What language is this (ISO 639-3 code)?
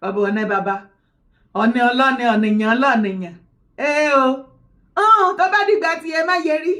yor